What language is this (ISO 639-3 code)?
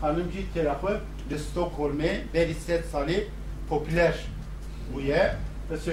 kur